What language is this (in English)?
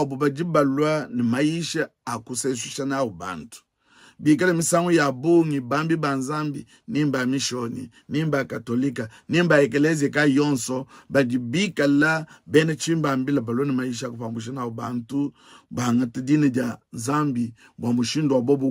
Luba-Lulua